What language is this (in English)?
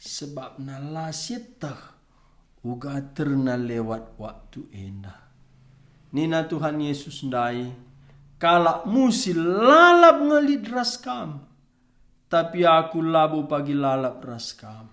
Batak Karo